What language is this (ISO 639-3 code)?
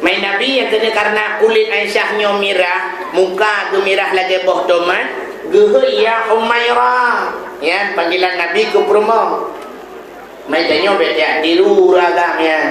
ace